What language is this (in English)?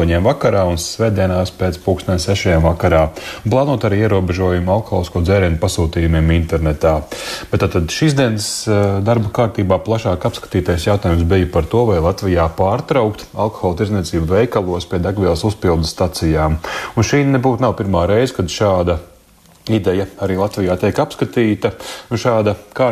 Latvian